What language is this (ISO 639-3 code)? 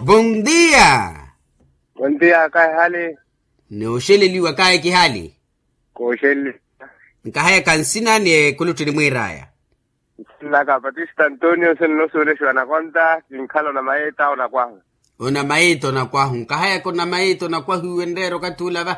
vmw